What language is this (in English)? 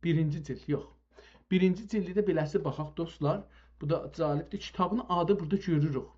South Azerbaijani